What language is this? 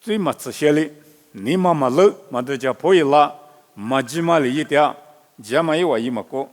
Lisu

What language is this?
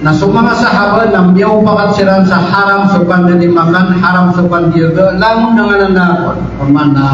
Maranao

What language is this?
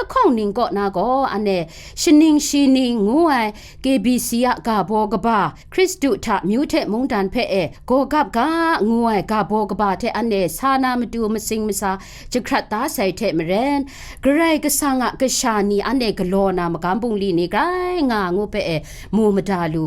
Kachin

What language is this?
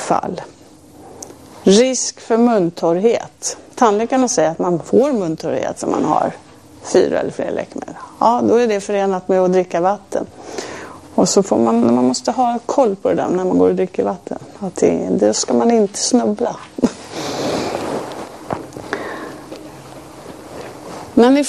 Swedish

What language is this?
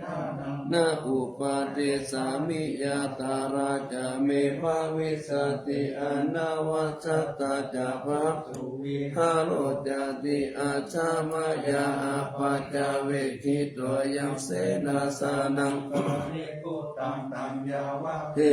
Pali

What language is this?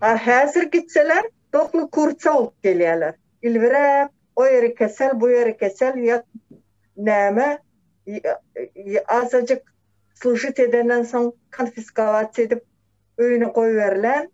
Turkmen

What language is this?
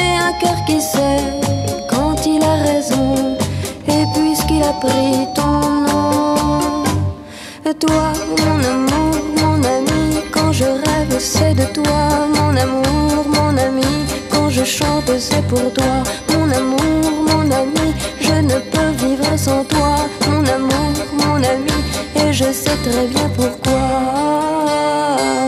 French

